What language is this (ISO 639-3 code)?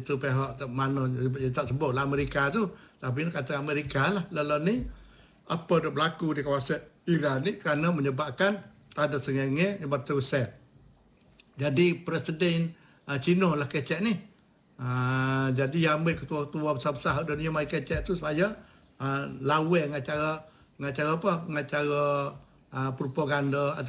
msa